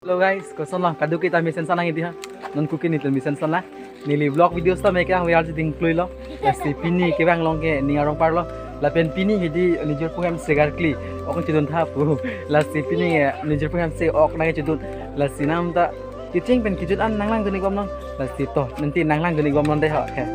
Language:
Karbi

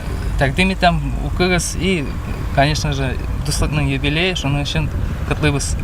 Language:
Tatar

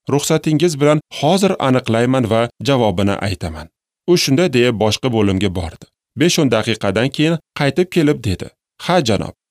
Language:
Uzbek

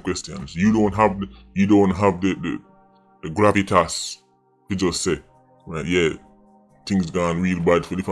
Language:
Jamaican Creole English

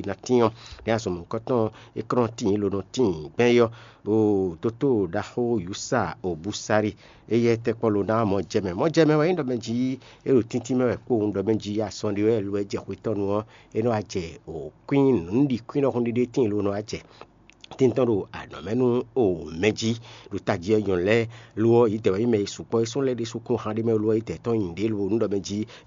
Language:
Fon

